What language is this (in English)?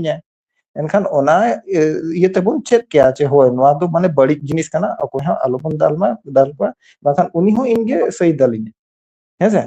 Santali